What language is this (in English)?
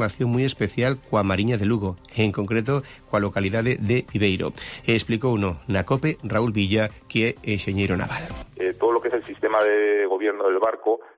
Galician